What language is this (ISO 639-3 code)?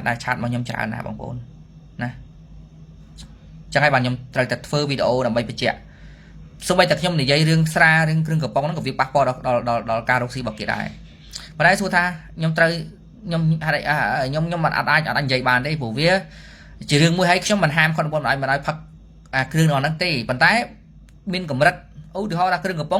khm